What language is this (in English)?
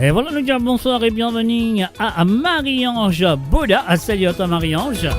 Morisyen